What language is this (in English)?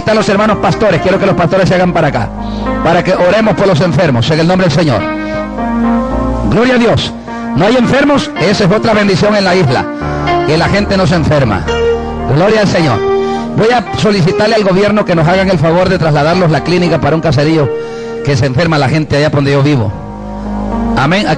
Spanish